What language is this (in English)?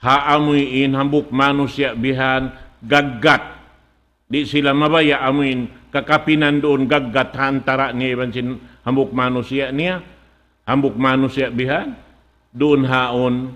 Tausug